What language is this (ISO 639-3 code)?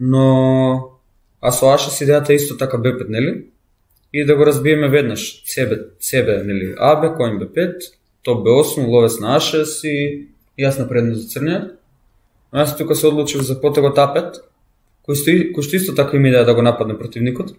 mkd